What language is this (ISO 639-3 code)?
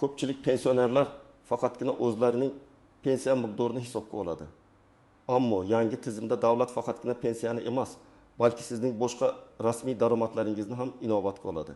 uzb